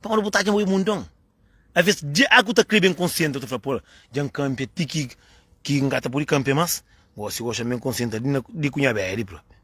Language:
Kabuverdianu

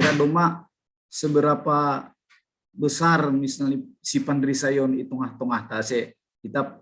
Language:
Batak Simalungun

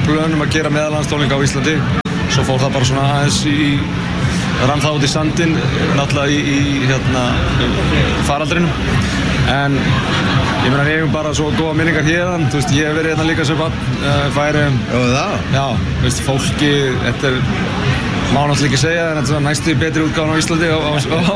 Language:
Icelandic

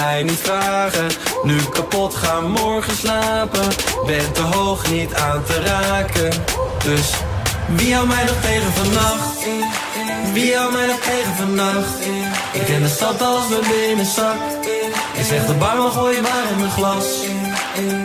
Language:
Dutch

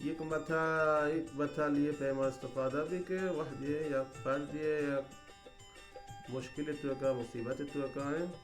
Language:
Baluchi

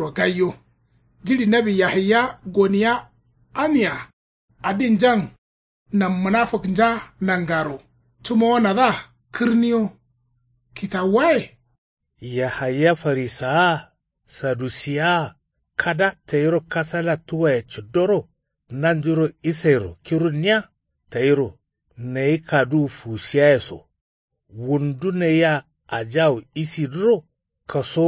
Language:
Kanuri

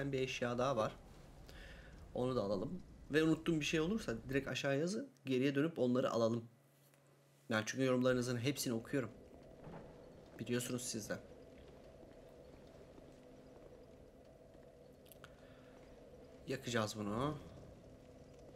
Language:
Turkish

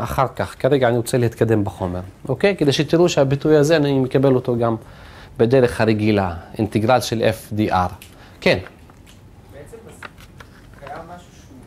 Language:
Hebrew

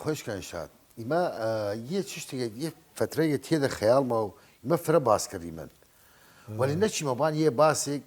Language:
Southern Kurdish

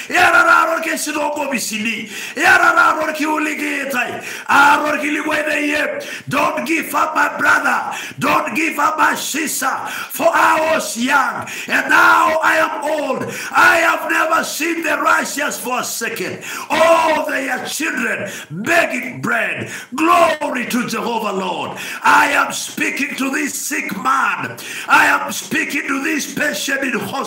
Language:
Masai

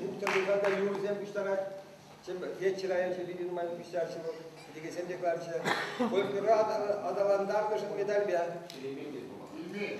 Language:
Chuvash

